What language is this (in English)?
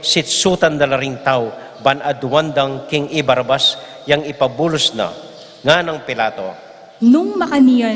Pampanga